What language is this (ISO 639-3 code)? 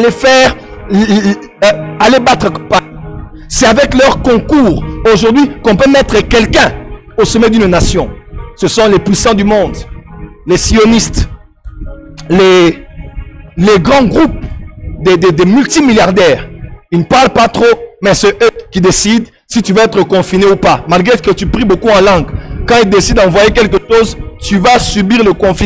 fra